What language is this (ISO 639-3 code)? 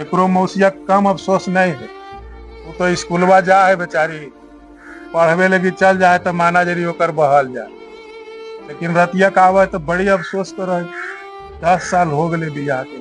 mag